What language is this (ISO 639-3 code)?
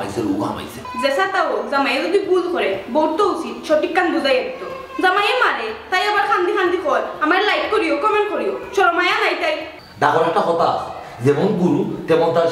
syl